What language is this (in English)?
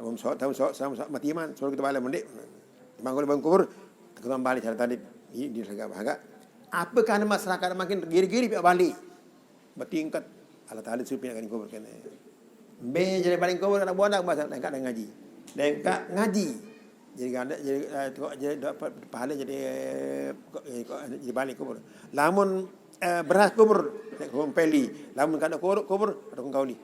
Sasak